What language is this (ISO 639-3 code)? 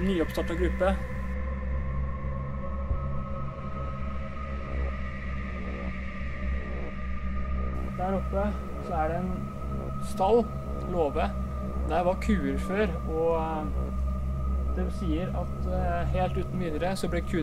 nor